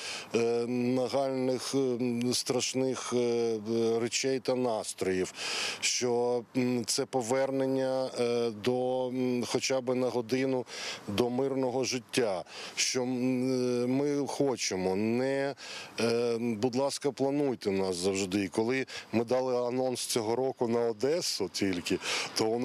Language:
Ukrainian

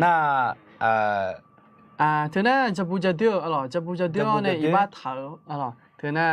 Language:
Akha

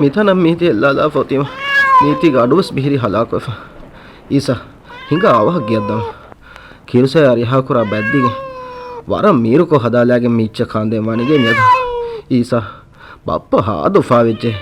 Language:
Divehi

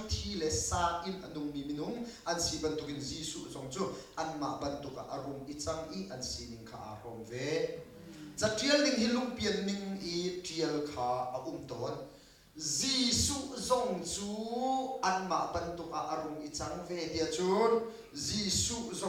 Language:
Hakha Chin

